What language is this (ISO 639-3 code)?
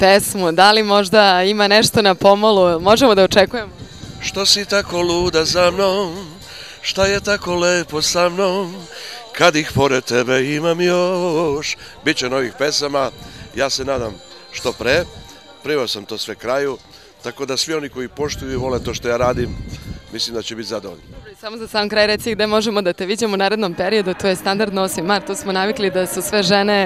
srp